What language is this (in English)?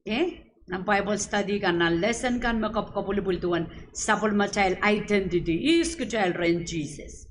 Pohnpeian